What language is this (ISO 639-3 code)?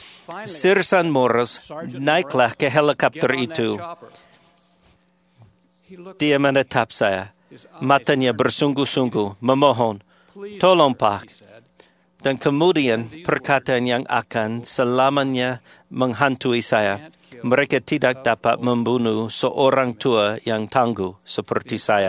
ind